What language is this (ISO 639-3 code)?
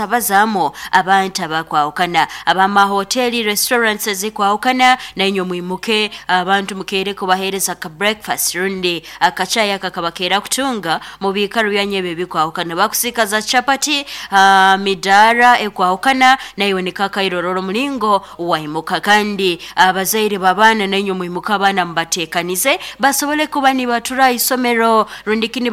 nyo